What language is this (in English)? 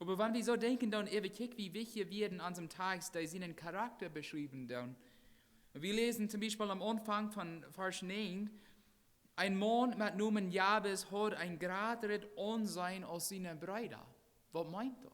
Plautdietsch